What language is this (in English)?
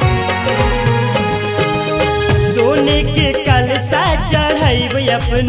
Bhojpuri